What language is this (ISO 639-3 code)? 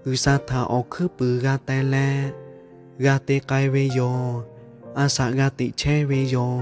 lhu